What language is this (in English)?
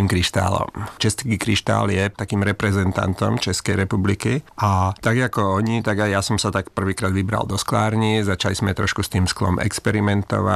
Slovak